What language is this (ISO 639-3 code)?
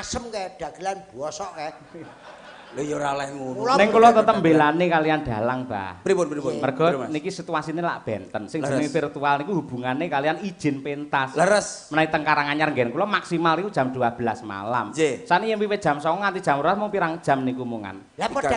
jav